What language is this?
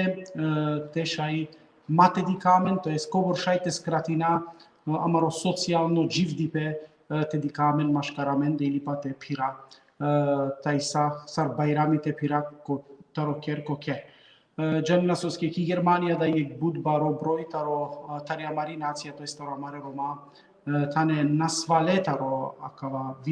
Balkan Romani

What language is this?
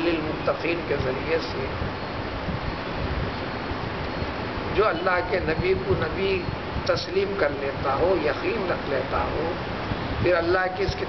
Urdu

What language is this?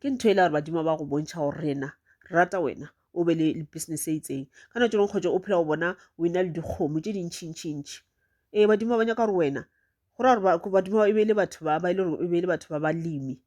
Northern Sotho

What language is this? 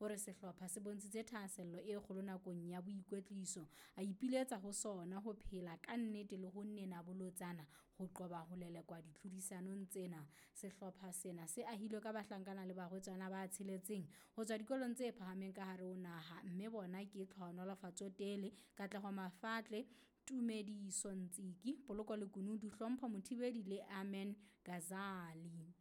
Southern Sotho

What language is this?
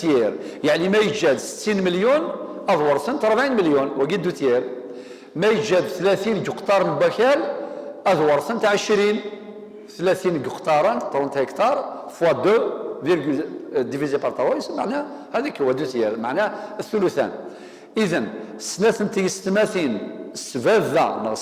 Kabyle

